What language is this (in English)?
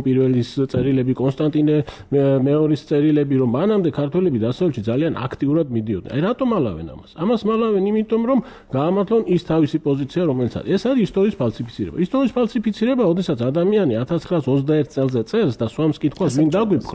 Georgian